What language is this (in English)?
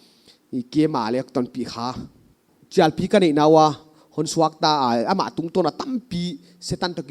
Paite Chin